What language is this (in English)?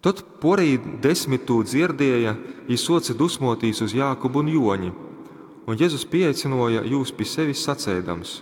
Latgalian